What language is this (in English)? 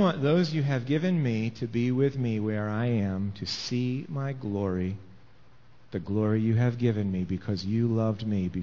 English